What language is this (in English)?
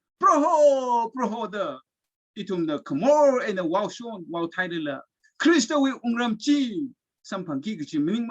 Tangkhul Naga (India)